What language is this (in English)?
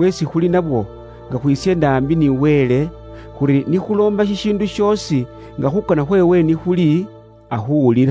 Luyia